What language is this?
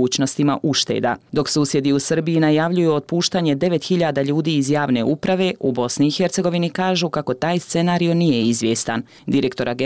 Bosnian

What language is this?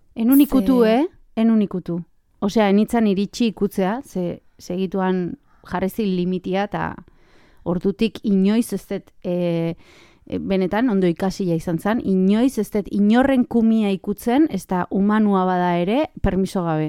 Basque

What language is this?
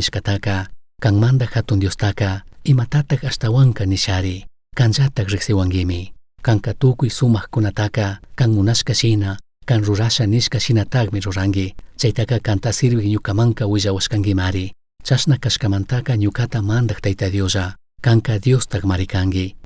Chimborazo Highland Quichua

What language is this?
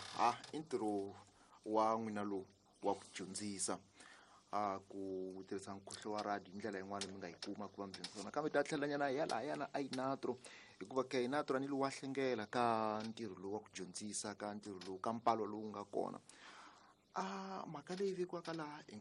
Tsonga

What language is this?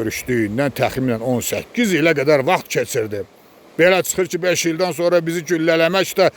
Azerbaijani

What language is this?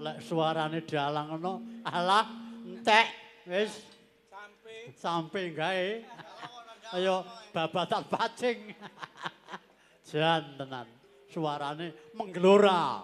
Javanese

